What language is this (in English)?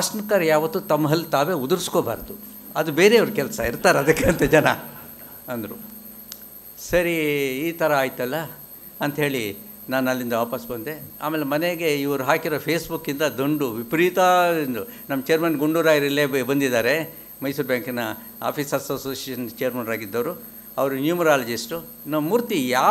Kannada